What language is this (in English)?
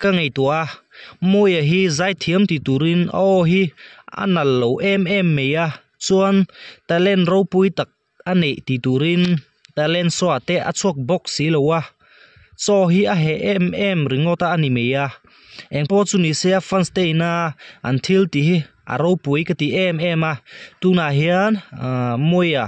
Mizo